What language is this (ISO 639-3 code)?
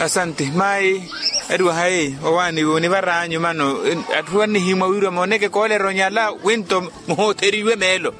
vmw